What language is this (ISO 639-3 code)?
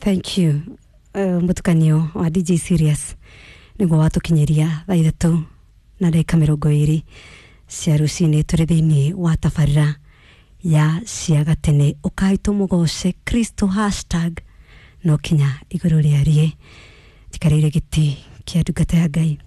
kik